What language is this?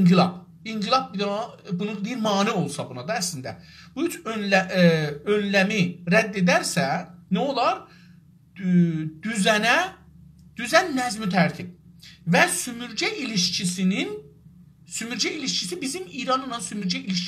South Azerbaijani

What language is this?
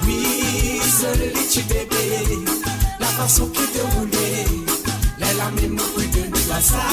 Morisyen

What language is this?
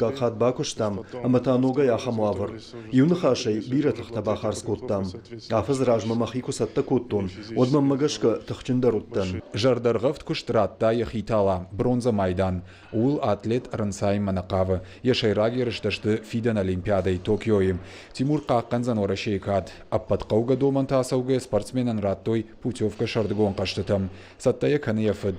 Ossetic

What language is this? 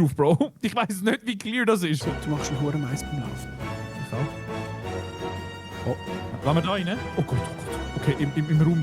Swiss German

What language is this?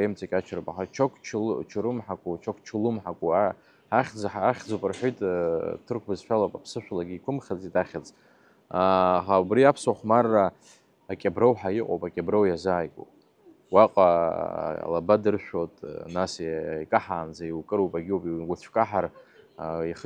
Abkhazian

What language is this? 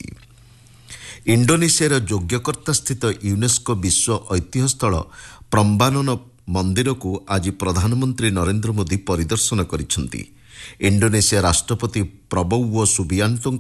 Odia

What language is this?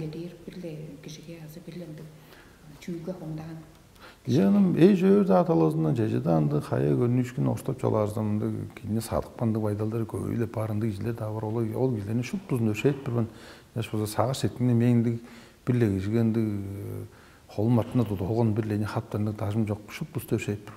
Tuvinian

